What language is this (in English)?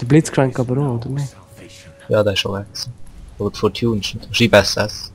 Swiss German